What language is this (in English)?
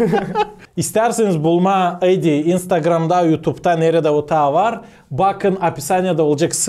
Gagauz